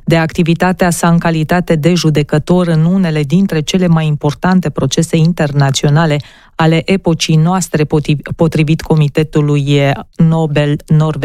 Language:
Romanian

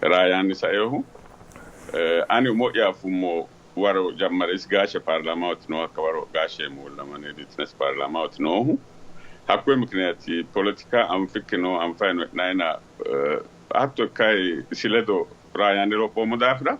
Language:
Sidamo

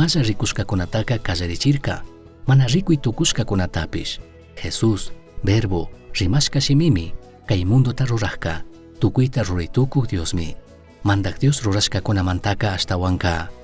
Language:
Chimborazo Highland Quichua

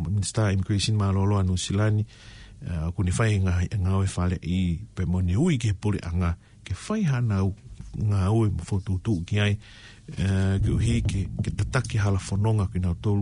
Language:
Tongan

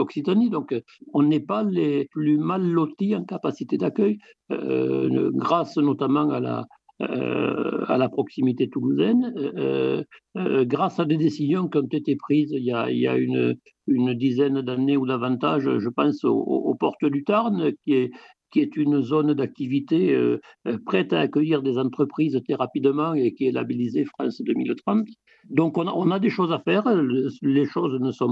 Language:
French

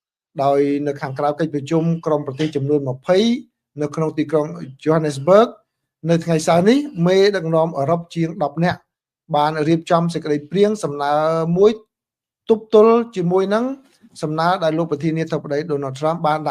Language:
Khmer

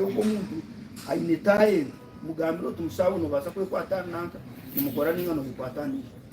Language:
Nyankole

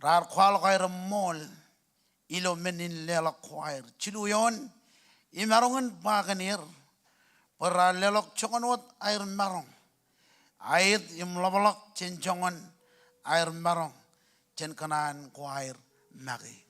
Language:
Marshallese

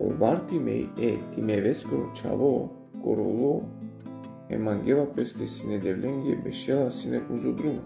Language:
Balkan Romani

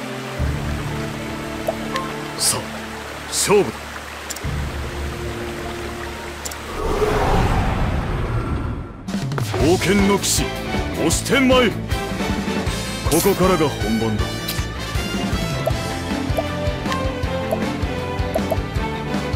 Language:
Japanese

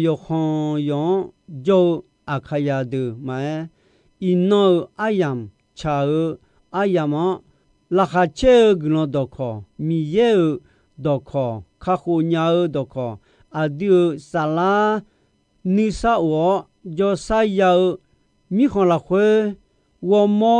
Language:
Akha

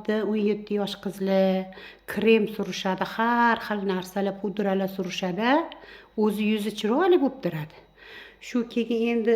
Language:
Uzbek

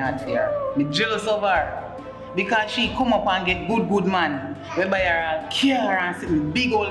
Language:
Jamaican Creole English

